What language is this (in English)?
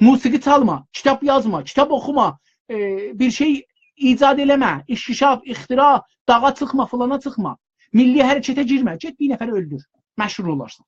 South Azerbaijani